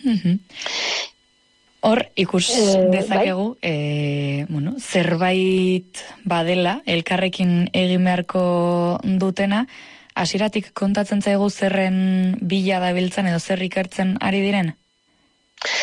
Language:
Basque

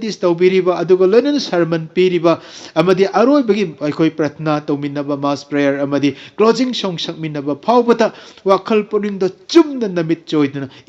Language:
Manipuri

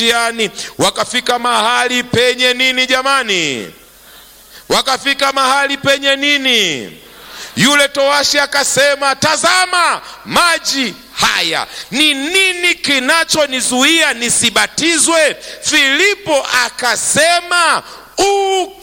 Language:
Swahili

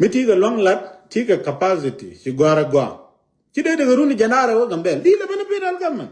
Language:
Nuer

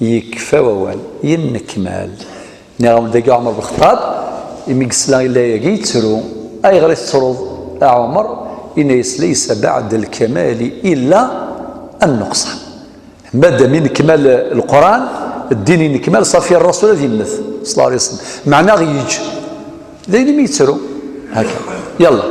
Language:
Kabyle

